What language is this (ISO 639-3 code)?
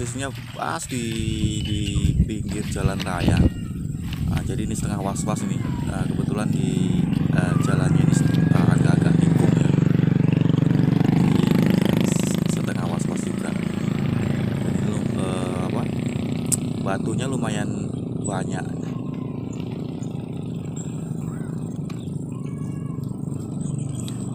ind